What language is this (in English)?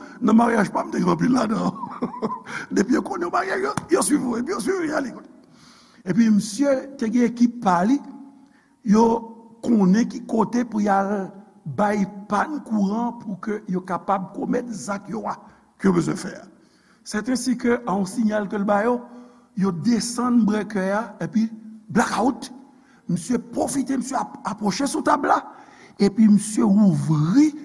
Haitian Creole